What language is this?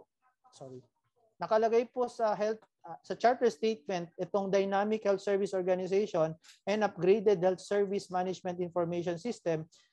Filipino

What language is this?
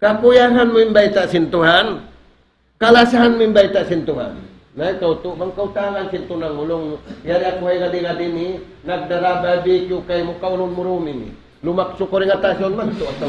Tausug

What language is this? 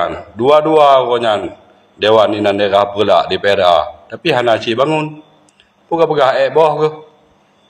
Achinese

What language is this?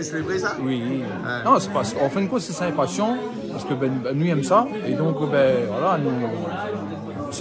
Réunion Creole French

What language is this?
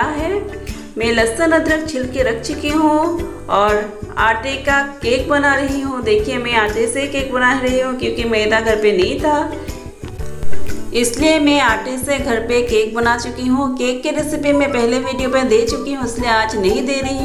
Hindi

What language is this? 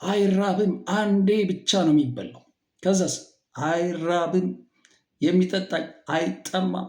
Amharic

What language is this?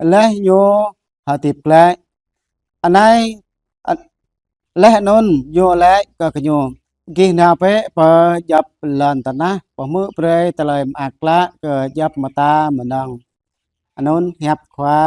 Jarai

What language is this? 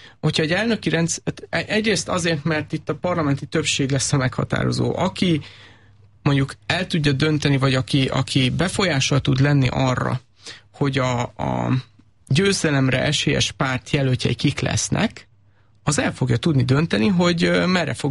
Hungarian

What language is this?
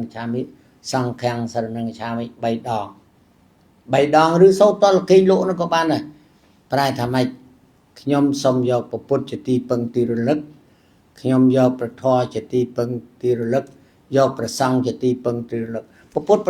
Khmer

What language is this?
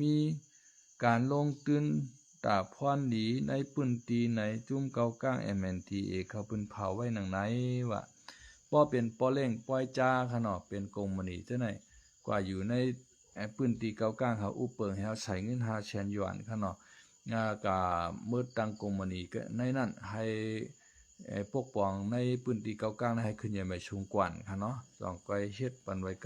Shan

